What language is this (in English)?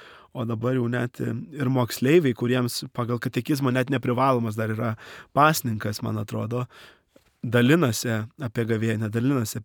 Lithuanian